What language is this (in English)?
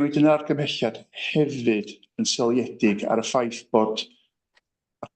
Welsh